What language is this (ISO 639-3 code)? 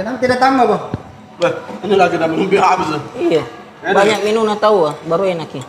mfp